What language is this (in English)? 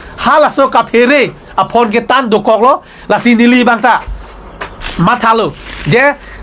Karbi